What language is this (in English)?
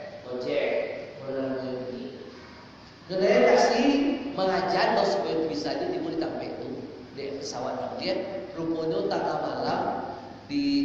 Minangkabau